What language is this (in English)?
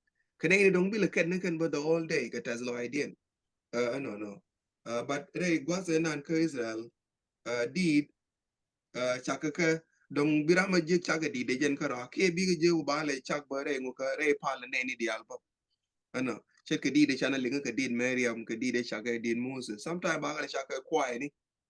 Nuer